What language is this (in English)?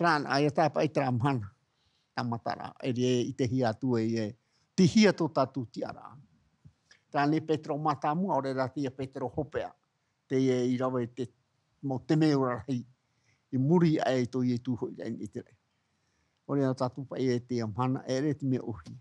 Tahitian